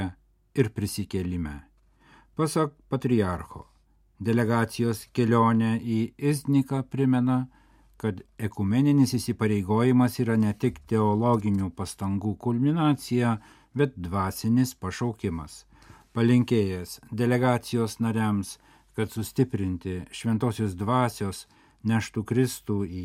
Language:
Lithuanian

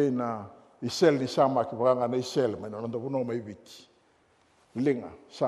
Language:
Fijian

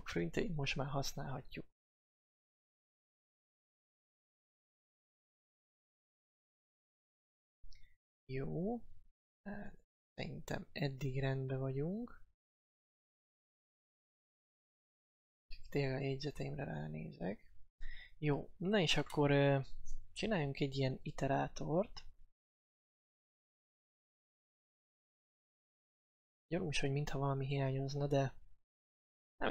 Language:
Hungarian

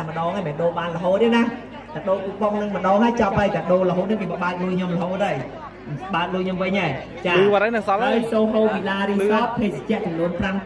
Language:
Khmer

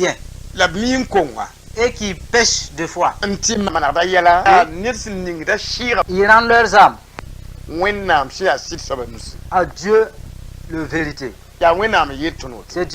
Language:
Mossi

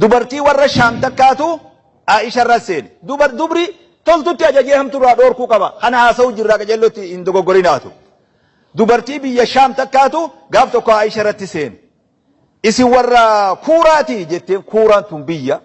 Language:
Oromo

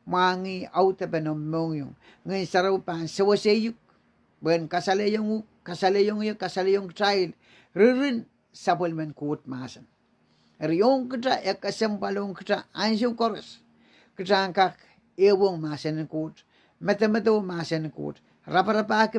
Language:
Pohnpeian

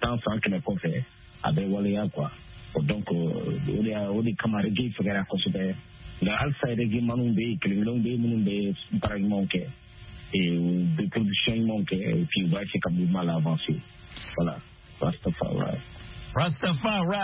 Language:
Bambara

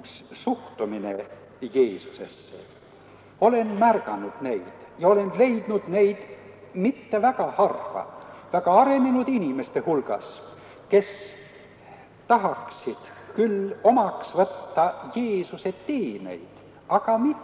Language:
Estonian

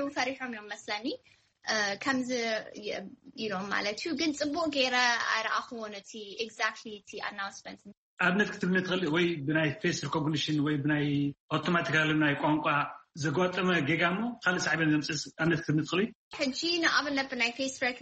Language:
Tigrinya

